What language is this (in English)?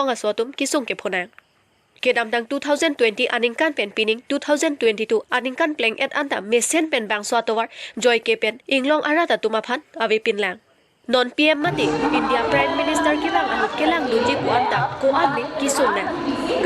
Karbi